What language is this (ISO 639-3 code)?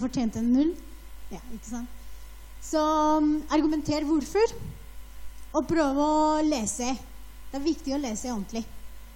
nor